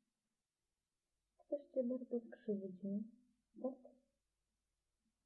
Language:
Polish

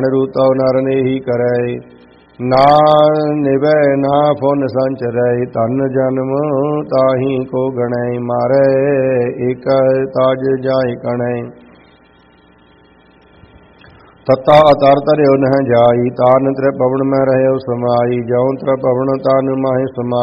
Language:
Punjabi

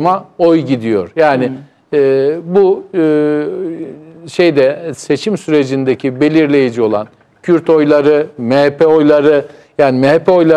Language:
Turkish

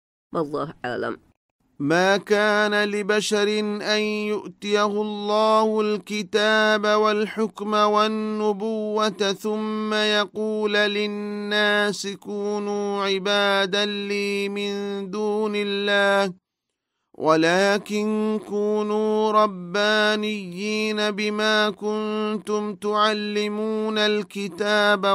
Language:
Divehi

